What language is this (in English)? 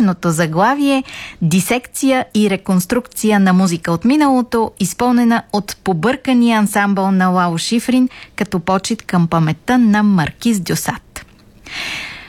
Bulgarian